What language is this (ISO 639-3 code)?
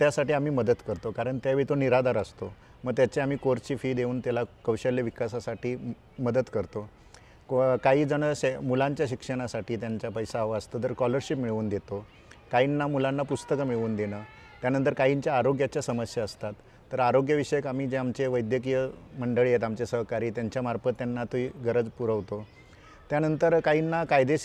mar